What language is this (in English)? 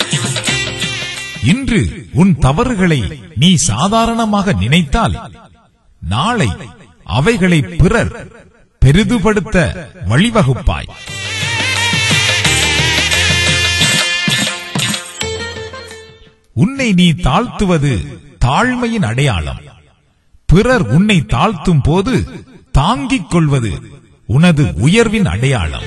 Tamil